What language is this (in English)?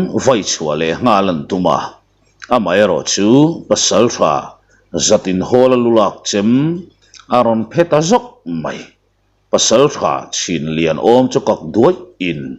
Mizo